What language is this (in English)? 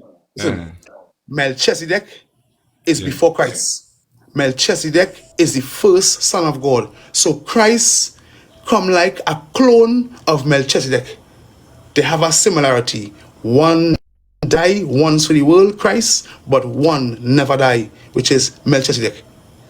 Jamaican Creole English